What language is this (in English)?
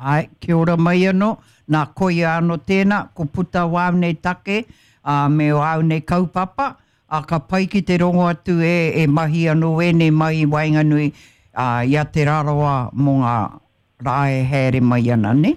Māori